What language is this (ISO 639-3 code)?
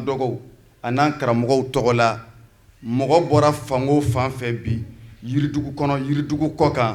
bam